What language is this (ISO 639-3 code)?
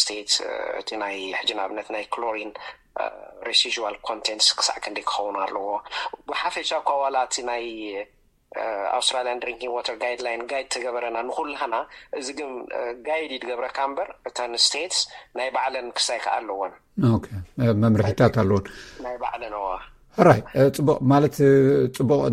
tir